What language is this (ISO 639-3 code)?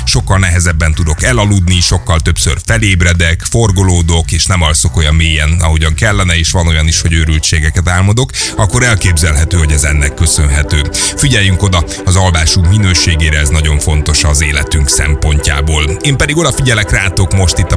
hun